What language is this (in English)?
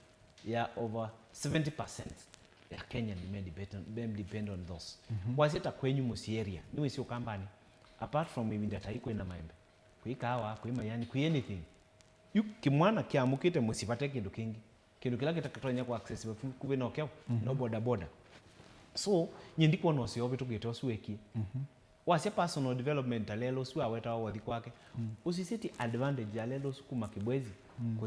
Kamba